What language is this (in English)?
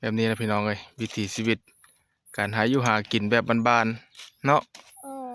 Northeastern Thai